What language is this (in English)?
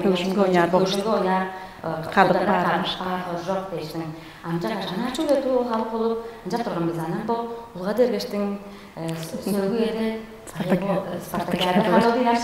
Tuvinian